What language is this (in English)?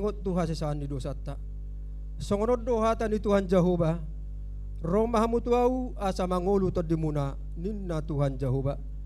Batak Toba